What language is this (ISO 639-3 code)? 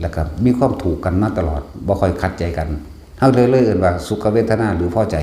lao